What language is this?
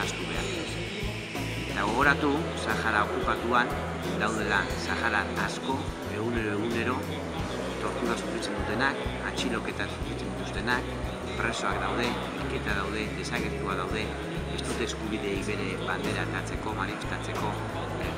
Basque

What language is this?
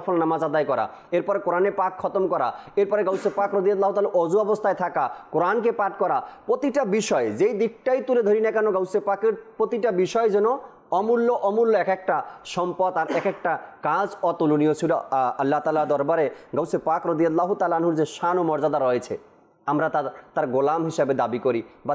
Bangla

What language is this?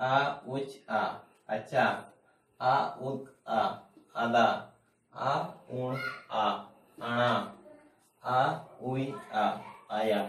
Santali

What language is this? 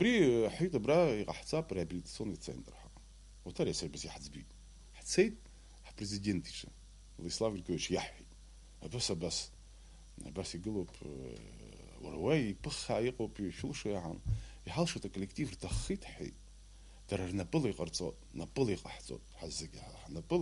Abkhazian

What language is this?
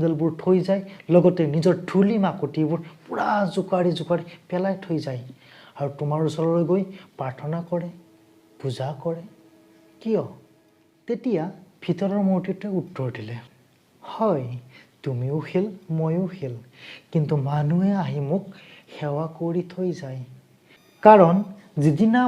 Assamese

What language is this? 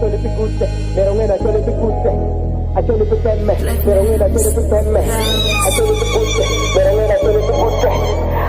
Acoli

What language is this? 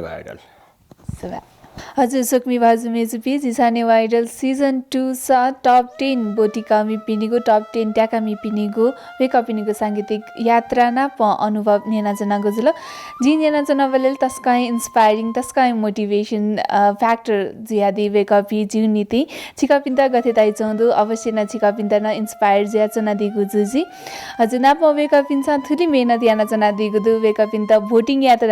Newari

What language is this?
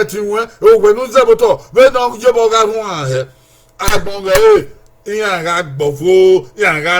Bini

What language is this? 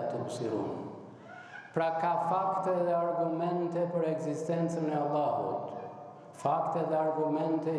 Albanian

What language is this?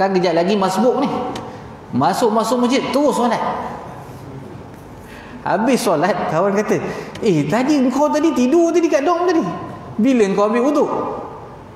Malay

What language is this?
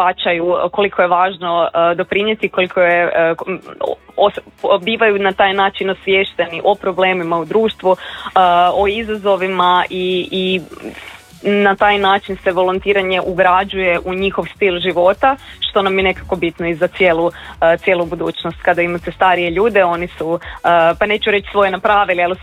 Croatian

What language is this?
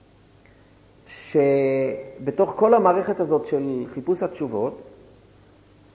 Hebrew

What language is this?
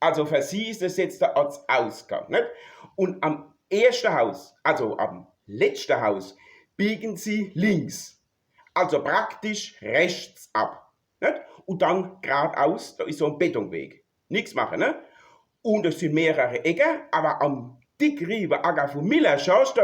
Palatine German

